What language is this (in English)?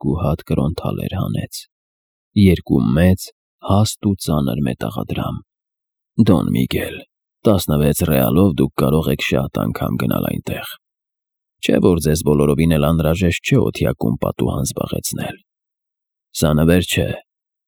Armenian